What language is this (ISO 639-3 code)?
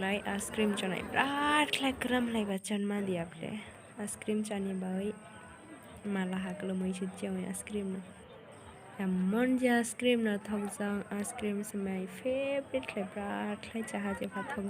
trp